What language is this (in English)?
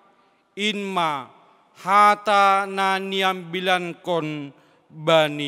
Batak Simalungun